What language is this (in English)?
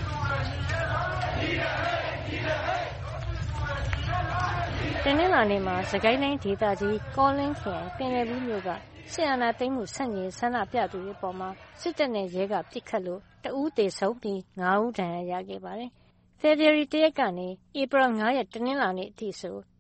Burmese